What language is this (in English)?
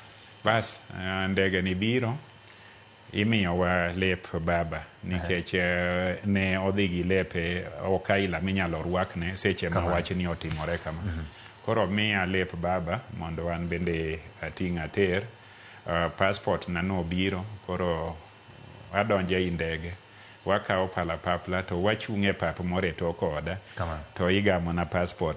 Luo (Kenya and Tanzania)